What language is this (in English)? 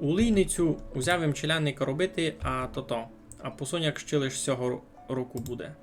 Rusyn